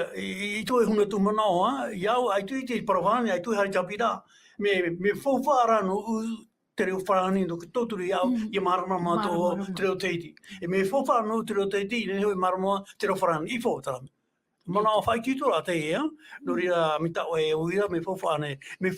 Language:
Tahitian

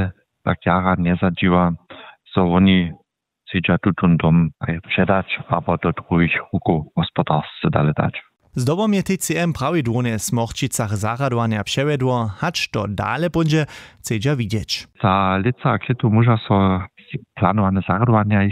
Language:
Upper Sorbian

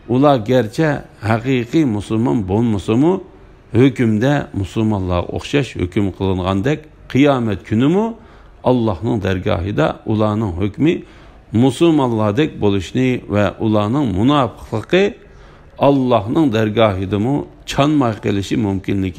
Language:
Uyghur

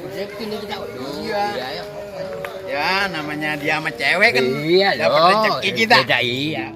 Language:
Betawi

